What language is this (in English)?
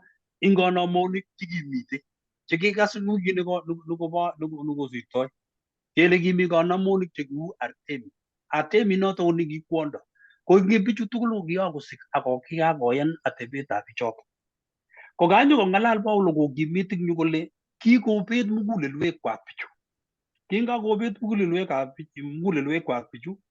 Kalenjin